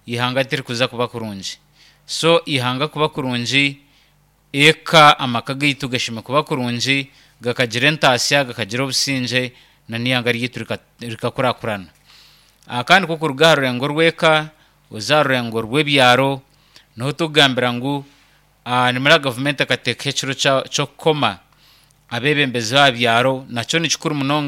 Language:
Nyankole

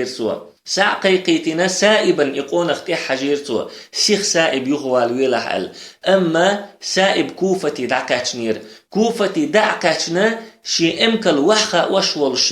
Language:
Chechen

